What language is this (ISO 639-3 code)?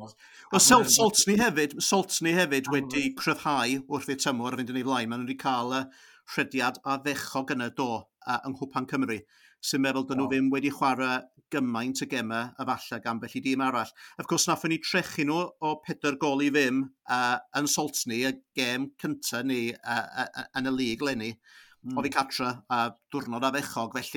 cym